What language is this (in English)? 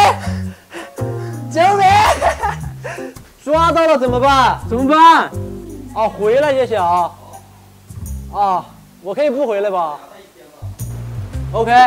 Chinese